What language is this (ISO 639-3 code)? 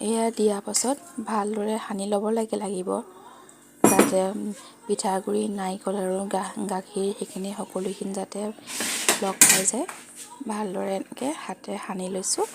asm